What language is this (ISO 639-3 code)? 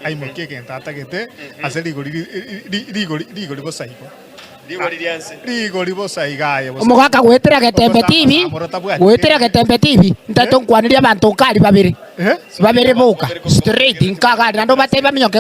guz